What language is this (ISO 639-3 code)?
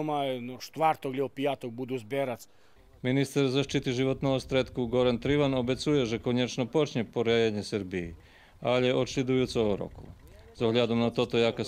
rue